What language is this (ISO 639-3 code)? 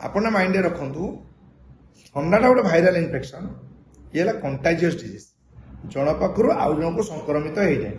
ori